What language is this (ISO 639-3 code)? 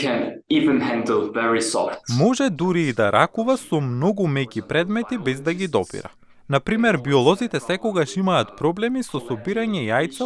mkd